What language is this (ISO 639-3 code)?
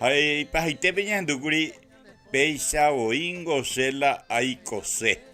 grn